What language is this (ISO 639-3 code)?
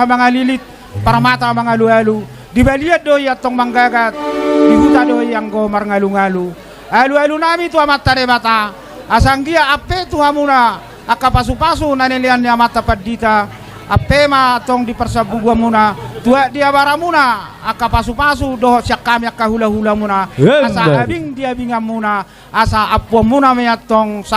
bbc